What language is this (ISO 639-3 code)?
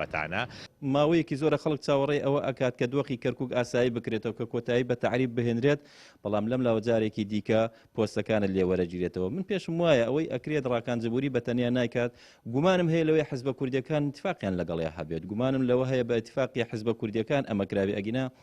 ckb